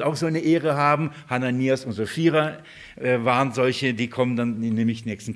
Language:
German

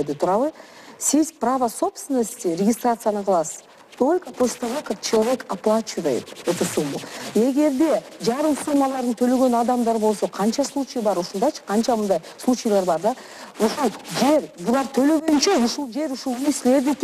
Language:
Kyrgyz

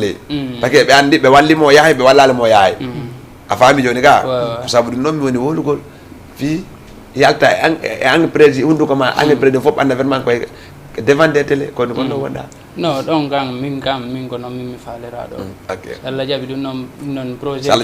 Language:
Fula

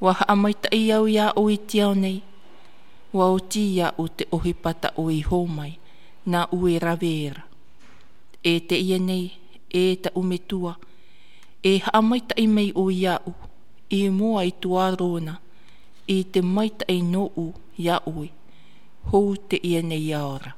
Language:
Tahitian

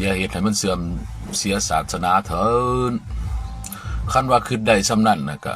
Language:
Lao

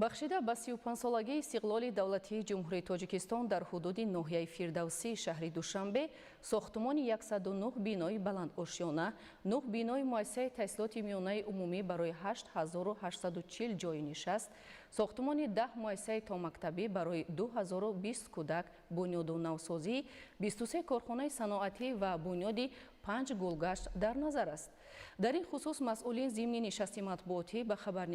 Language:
Tajik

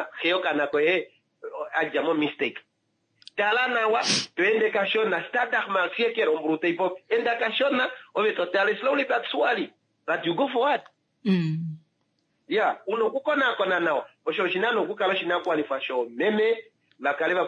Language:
Kuanyama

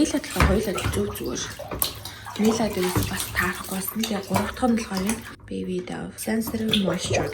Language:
Mongolian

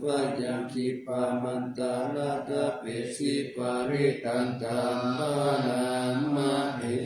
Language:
Pali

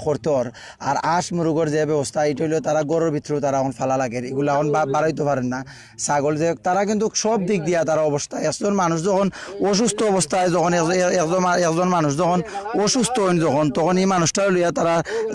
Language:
Sylheti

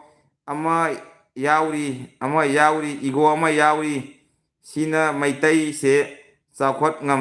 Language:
Manipuri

